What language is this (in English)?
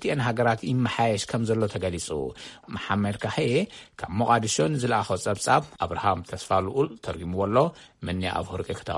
Tigrinya